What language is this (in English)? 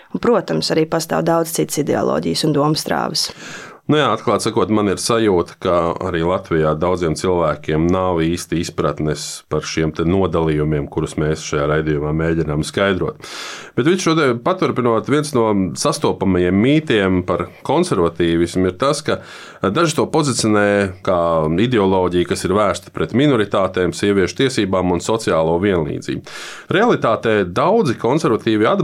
Latvian